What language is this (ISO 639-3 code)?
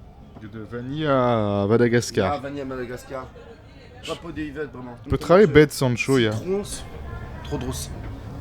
bre